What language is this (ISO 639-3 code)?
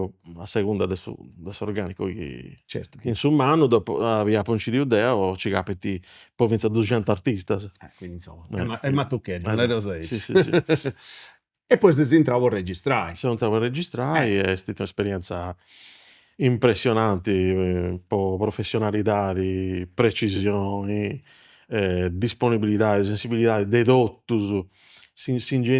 srd